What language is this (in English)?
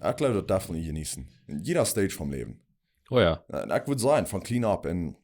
Plautdietsch